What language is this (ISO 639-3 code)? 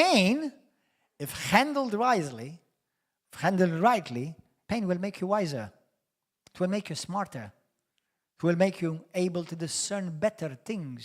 eng